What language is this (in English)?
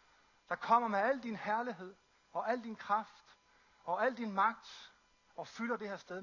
Danish